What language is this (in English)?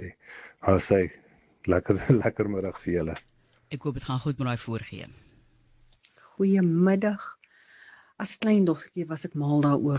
Afrikaans